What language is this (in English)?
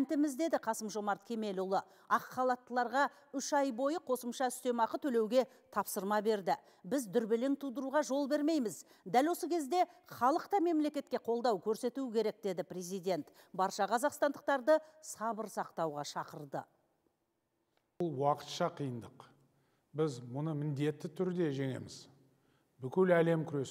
Kazakh